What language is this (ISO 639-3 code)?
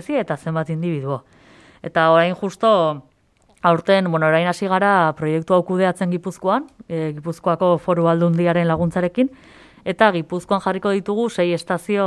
eus